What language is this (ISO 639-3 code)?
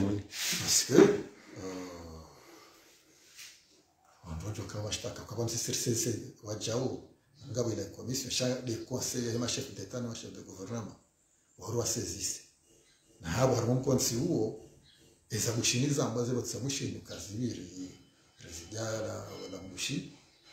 swa